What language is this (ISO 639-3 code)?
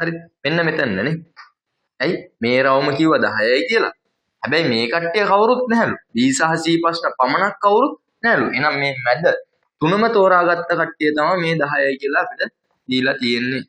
sin